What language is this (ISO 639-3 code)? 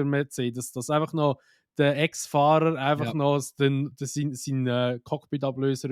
gsw